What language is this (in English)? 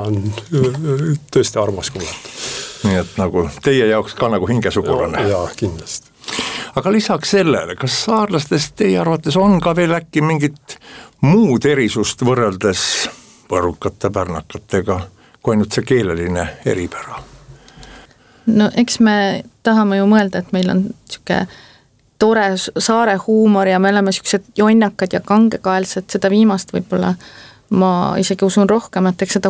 Estonian